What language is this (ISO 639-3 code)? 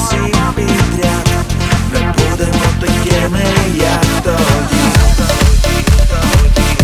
ukr